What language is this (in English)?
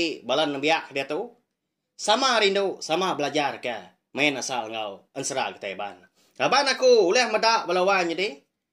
Iban